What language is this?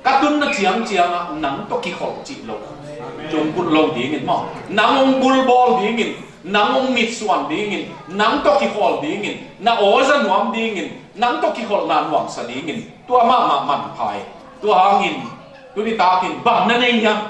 Tedim Chin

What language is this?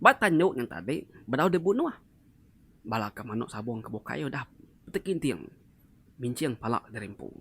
Iban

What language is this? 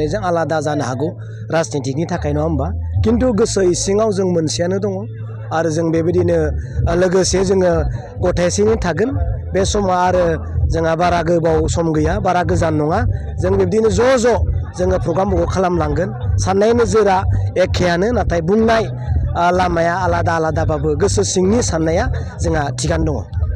Bodo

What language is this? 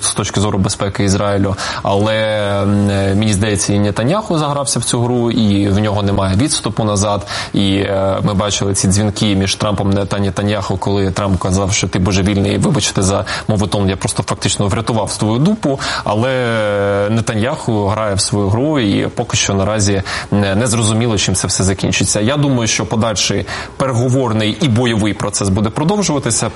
Ukrainian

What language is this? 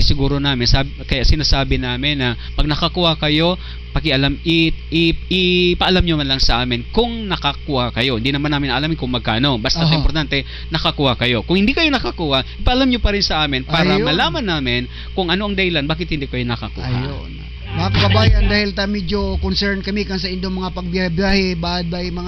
Bikol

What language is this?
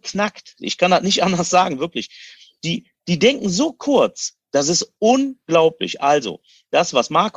German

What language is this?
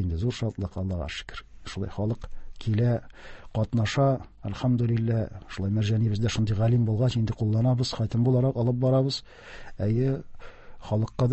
Tatar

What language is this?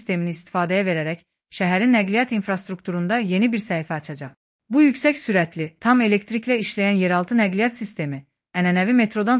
Azerbaijani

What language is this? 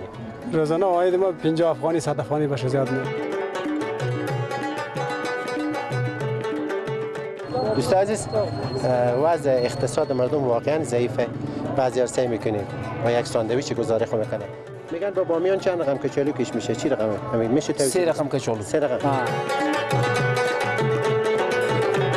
Persian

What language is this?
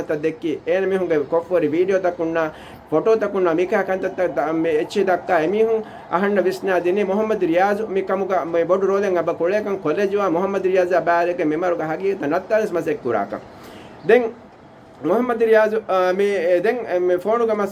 Divehi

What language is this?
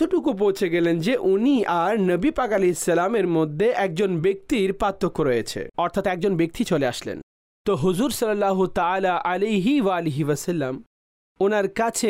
Bangla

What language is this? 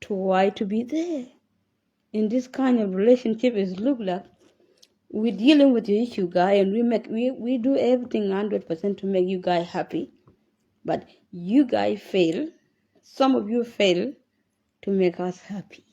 Nuer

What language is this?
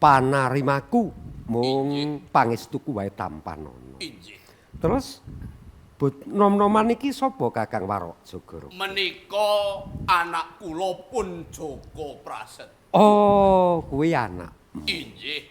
Javanese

